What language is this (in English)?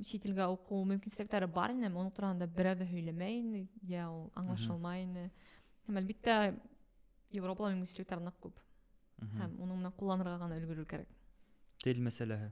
Bashkir